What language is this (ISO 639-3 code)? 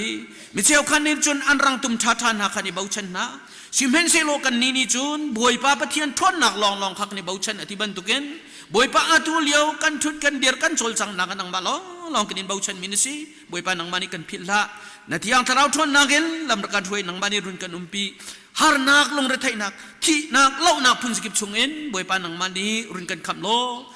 cnh